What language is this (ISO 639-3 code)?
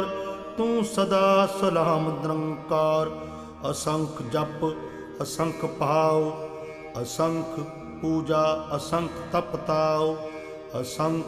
pan